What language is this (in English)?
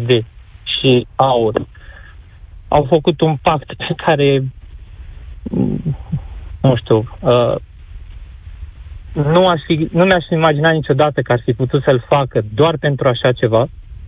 Romanian